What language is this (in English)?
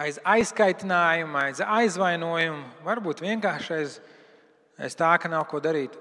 Latvian